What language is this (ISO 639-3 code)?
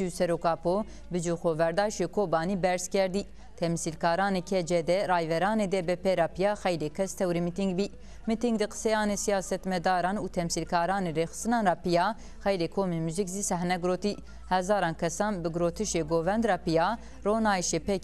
zza